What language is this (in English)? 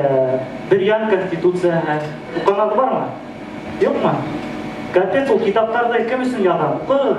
Bashkir